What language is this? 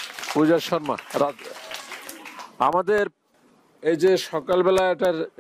Bangla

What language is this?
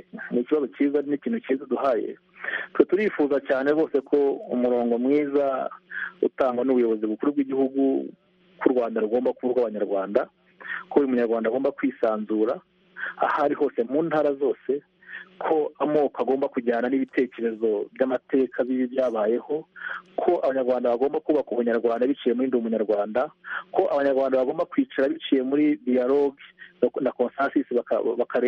Kinyarwanda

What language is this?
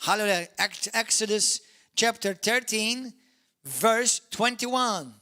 English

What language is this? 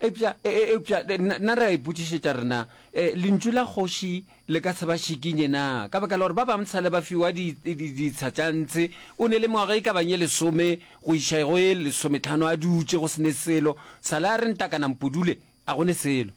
Northern Sotho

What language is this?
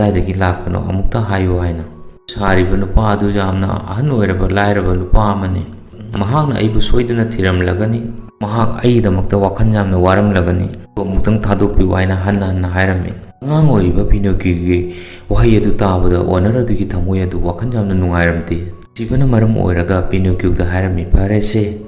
Manipuri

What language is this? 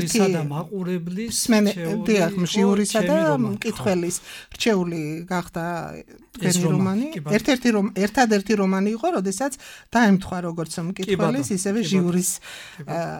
Georgian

